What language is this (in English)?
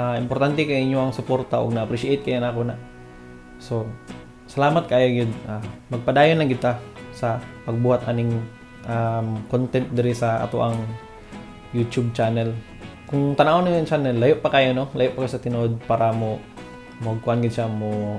Cebuano